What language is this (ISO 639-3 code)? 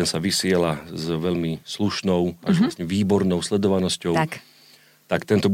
slk